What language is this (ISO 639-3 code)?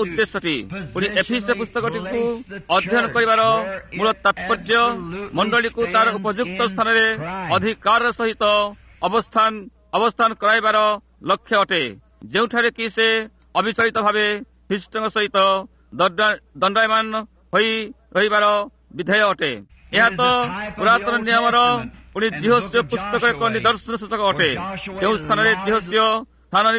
ori